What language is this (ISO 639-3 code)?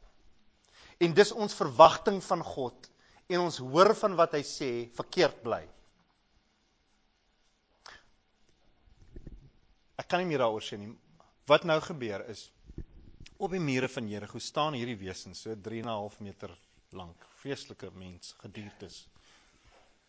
afr